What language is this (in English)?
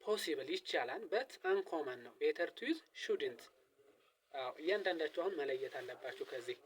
Amharic